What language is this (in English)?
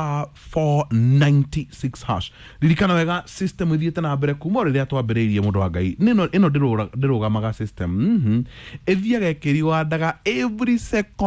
Kikuyu